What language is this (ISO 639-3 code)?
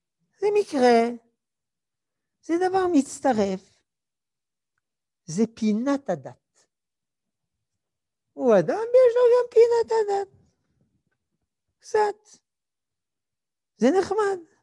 heb